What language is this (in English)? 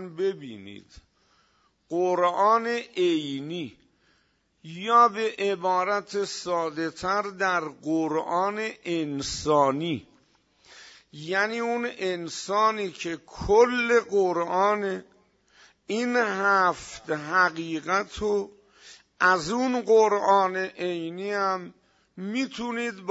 Persian